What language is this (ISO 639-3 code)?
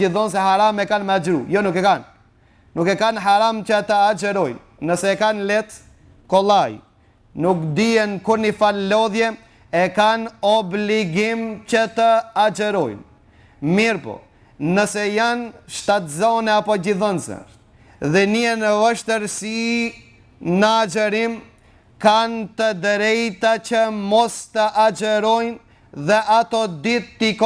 sqi